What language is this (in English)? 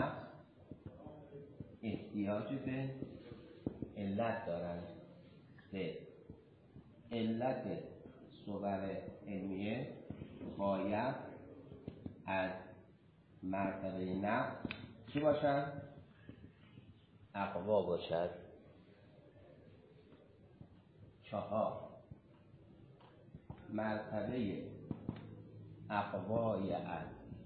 Persian